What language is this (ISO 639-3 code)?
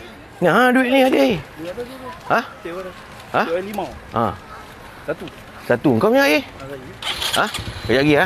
msa